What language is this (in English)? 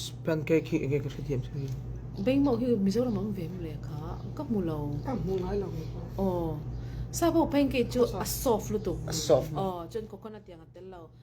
Mizo